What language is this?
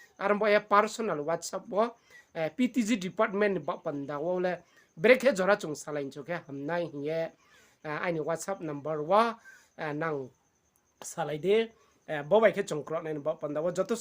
Riang (India)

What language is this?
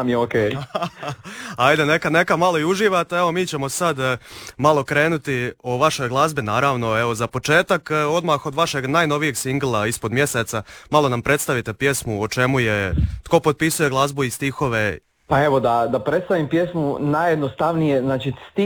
Croatian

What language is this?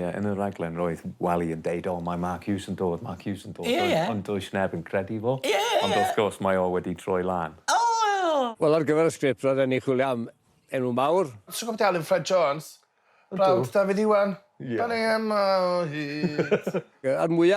Welsh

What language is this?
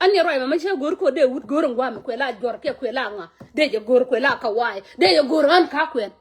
Nuer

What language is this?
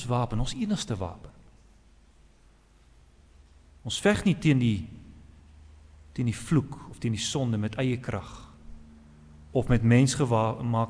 Afrikaans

